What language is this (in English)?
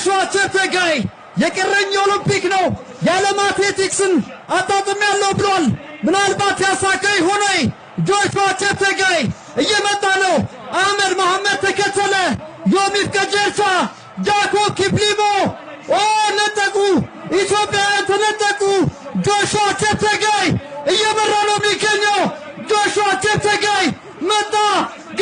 Amharic